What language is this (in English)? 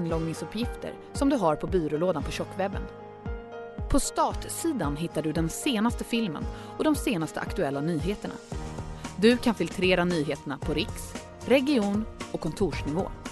Swedish